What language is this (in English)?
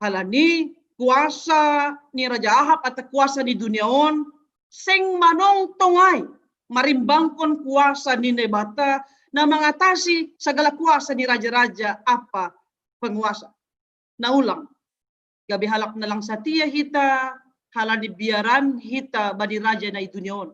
Batak Simalungun